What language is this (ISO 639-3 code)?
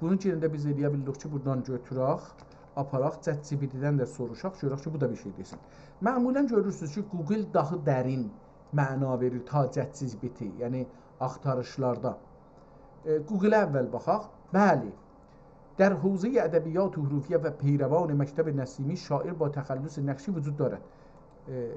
azb